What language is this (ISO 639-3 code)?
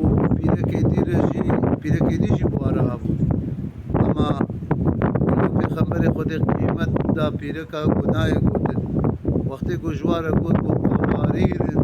kur